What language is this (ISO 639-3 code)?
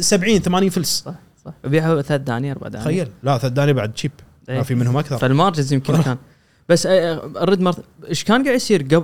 afb